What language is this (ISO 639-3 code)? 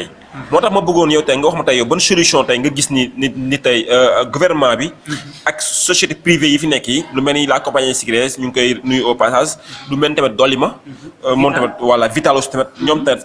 wol